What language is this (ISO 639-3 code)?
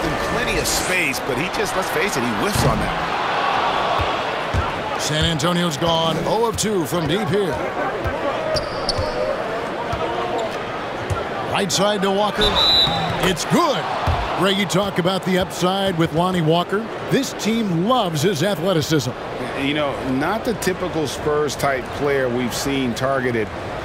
eng